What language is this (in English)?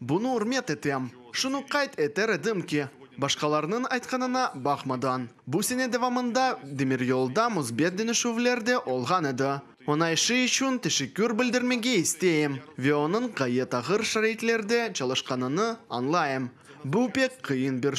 Crimean Tatar